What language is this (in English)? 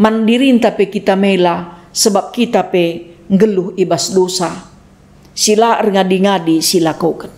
Batak Karo